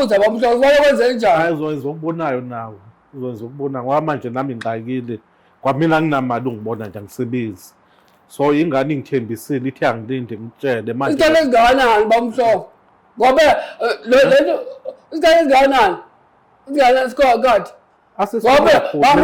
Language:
Zulu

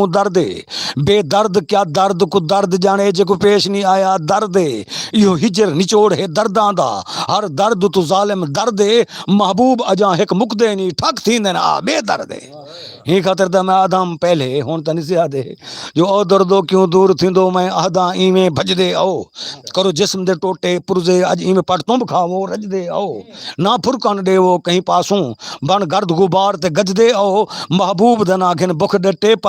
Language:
Saraiki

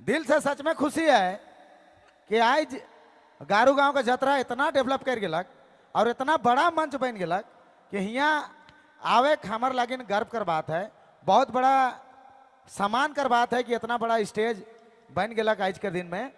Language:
Sadri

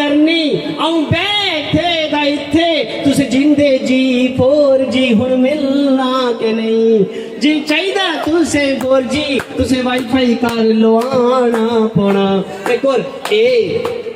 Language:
Dogri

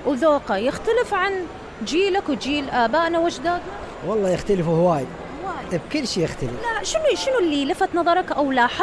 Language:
Mesopotamian Arabic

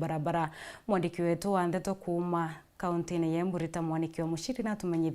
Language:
Meru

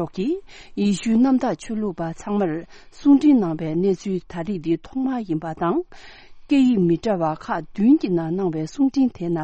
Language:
Tibetan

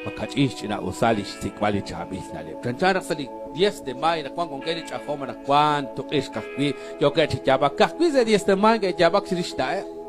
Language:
Kekchí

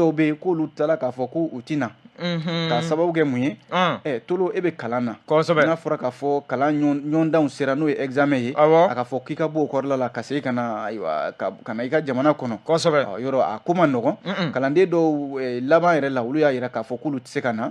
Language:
Bambara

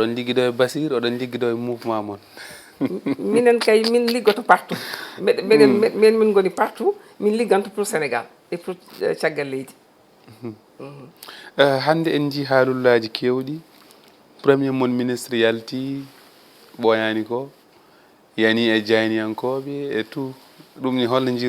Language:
Fula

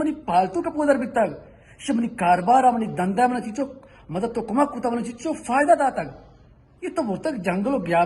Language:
Baluchi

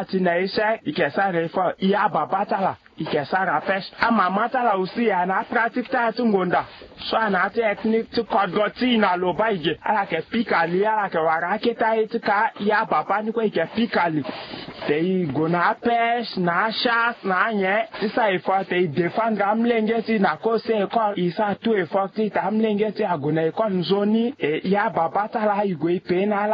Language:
Sango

